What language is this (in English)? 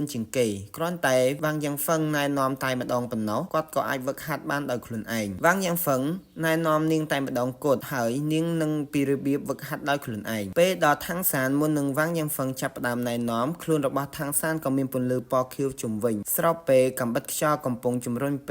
Khmer